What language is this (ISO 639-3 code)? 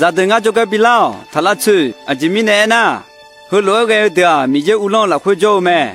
ahk